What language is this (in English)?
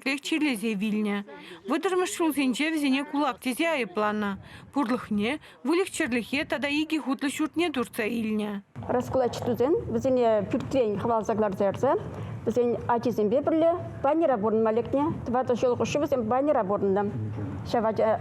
Chuvash